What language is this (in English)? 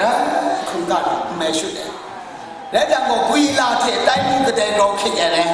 Kachin